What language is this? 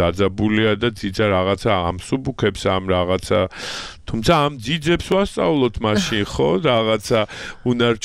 Georgian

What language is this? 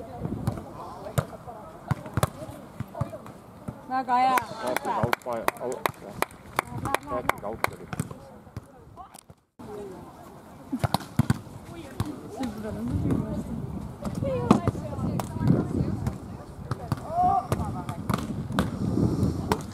Estonian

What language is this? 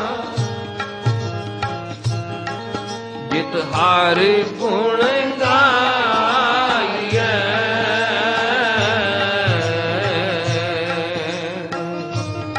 Punjabi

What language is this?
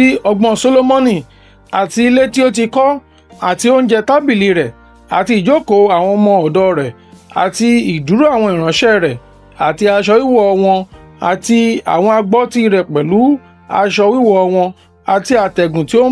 Yoruba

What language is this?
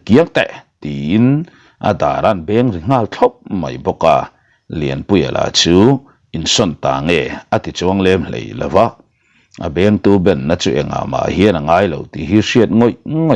Mizo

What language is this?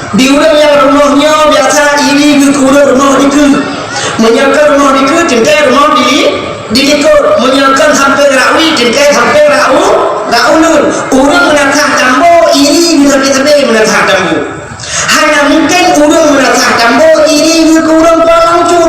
Achinese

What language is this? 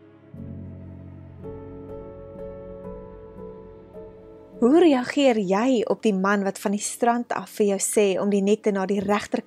Afrikaans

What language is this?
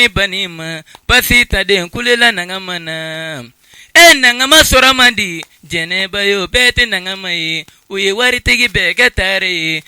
Bambara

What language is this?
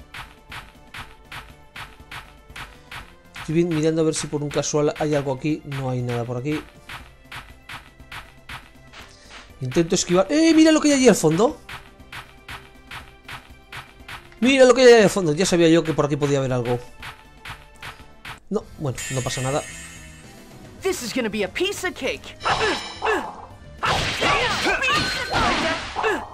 Spanish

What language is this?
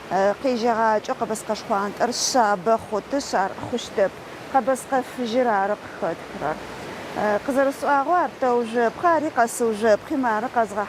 Adyghe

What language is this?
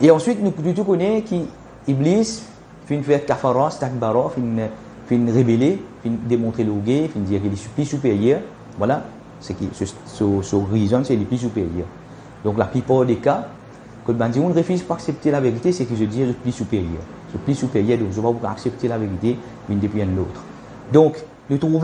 Morisyen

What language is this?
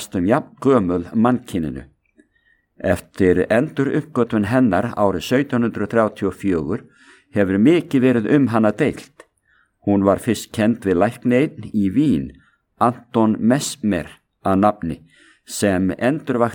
Icelandic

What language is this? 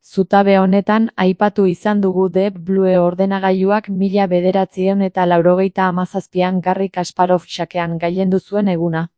Basque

